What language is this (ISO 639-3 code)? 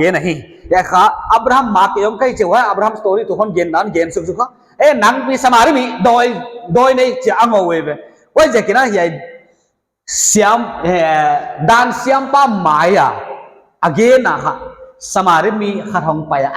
pck